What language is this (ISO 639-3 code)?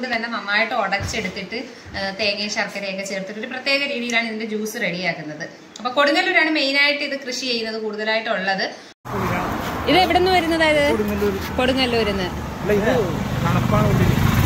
mal